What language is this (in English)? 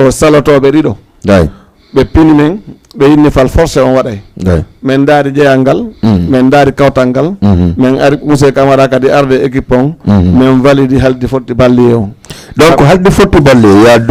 Fula